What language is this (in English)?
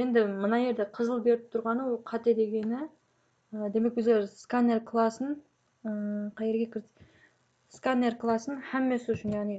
Kara-Kalpak